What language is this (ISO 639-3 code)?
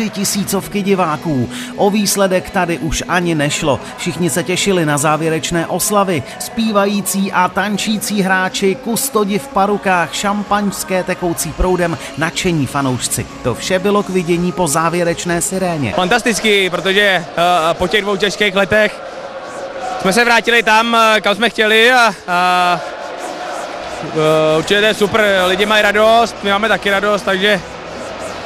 ces